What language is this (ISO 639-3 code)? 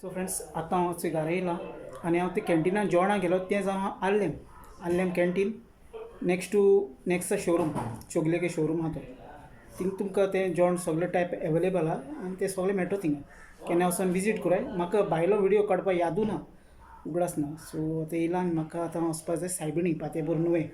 kok